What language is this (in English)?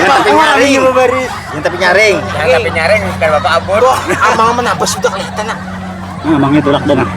Banjar